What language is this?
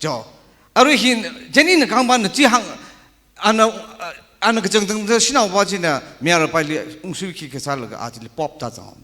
Tangkhul Naga (India)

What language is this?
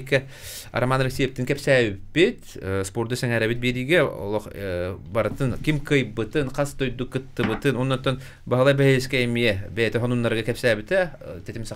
Yakut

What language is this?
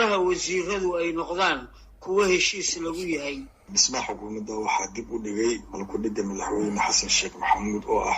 Somali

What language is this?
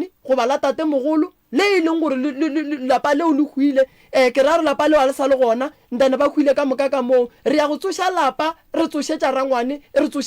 Northern Sotho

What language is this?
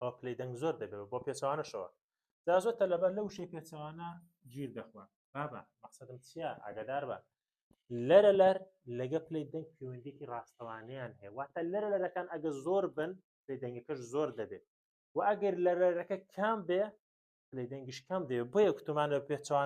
Central Kurdish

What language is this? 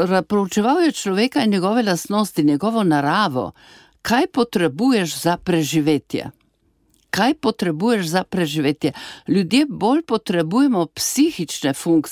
Slovenian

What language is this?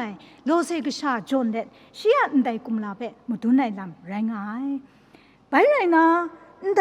Kachin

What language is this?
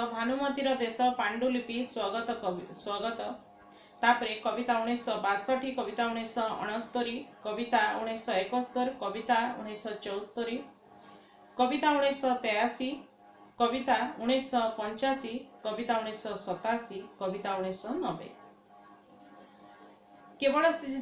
Odia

